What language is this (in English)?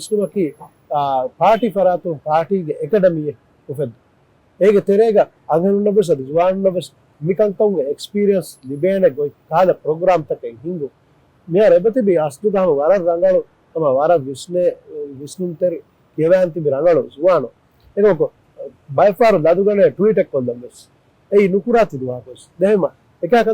Divehi